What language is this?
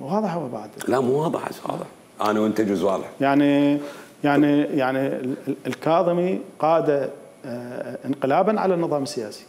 Mesopotamian Arabic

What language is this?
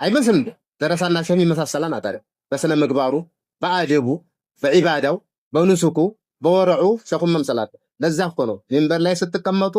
Amharic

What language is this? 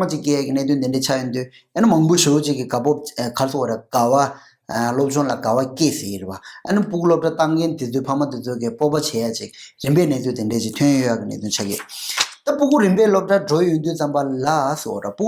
Tibetan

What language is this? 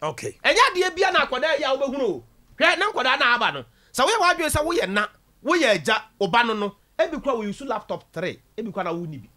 Akan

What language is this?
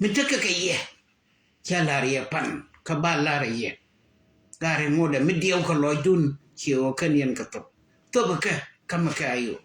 Nuer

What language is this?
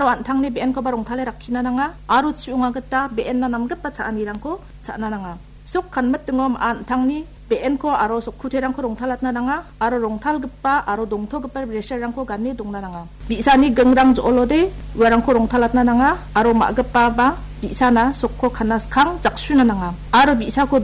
Garo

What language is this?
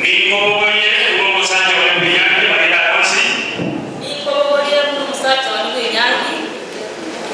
Gusii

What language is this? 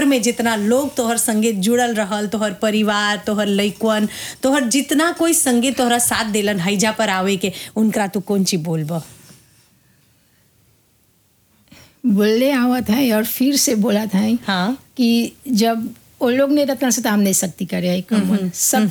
Bhojpuri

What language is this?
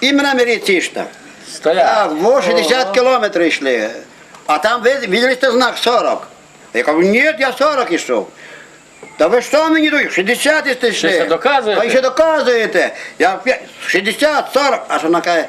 Rusyn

